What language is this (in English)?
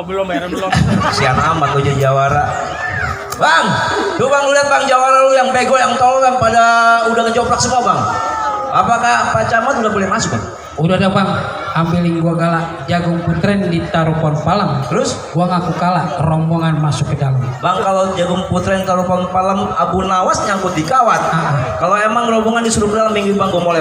Betawi